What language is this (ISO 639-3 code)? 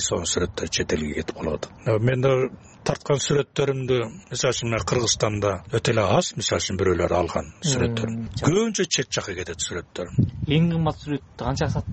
kir